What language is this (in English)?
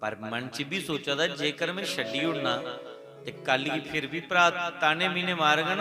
Dogri